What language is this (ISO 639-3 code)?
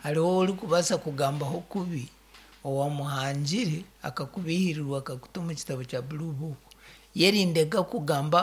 nyn